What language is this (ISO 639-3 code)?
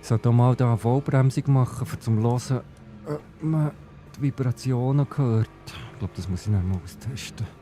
gsw